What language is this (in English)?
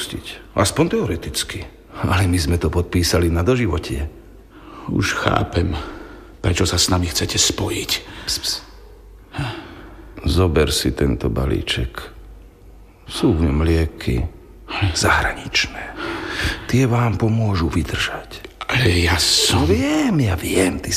Slovak